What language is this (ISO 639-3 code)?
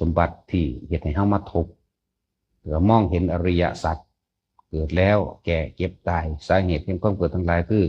tts